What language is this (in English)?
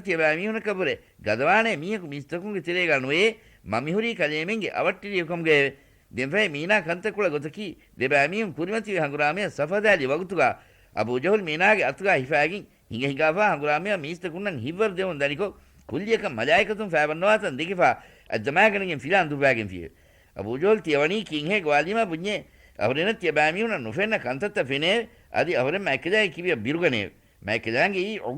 Divehi